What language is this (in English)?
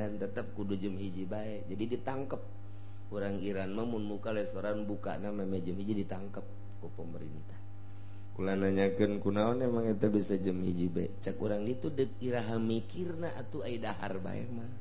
Sundanese